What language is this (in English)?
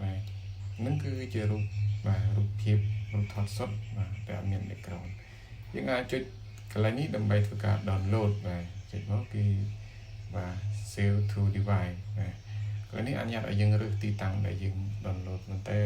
Khmer